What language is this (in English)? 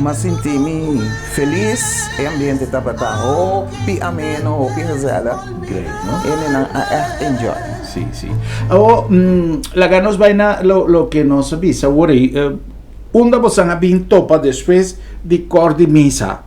Papiamento